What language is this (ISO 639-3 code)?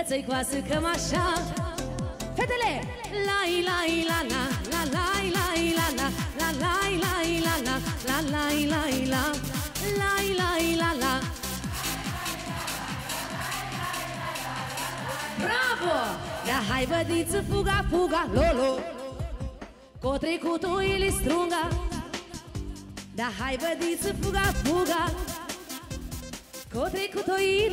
ron